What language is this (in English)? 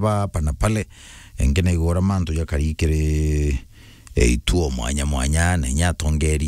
Meru